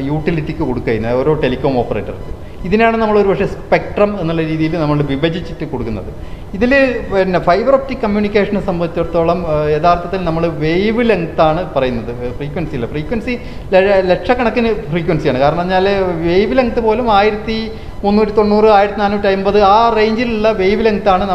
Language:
Malayalam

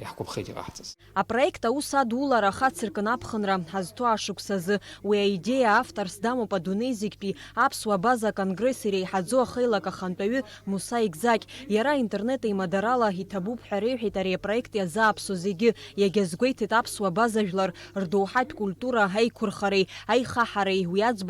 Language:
Abkhazian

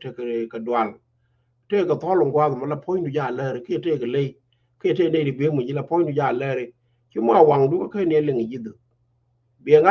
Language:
Nuer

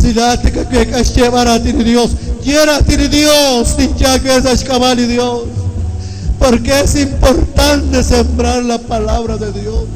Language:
Kekchí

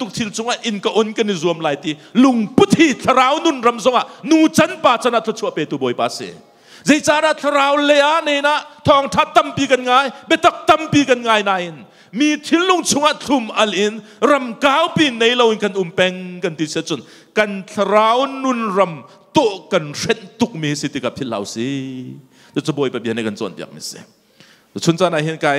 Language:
Hakha Chin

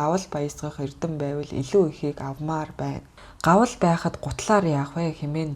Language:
Mongolian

